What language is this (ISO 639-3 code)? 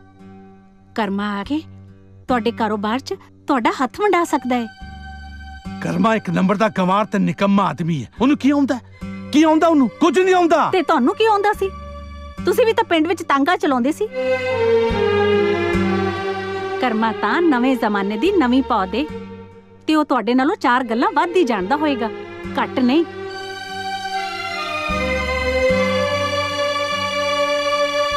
pan